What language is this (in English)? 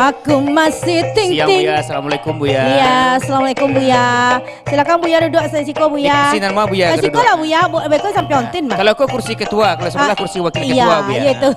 Minangkabau